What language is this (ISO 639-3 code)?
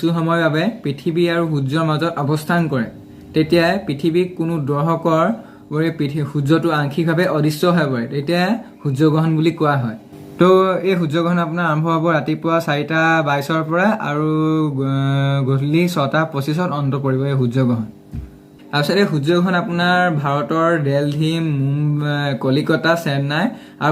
asm